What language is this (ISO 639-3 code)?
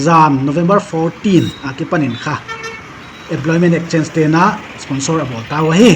pck